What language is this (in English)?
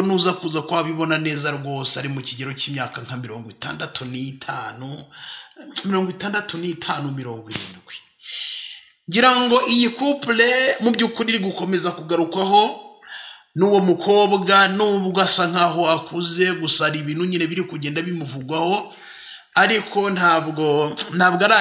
Kinyarwanda